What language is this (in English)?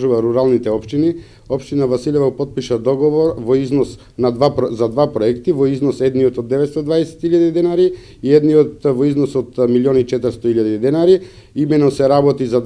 Macedonian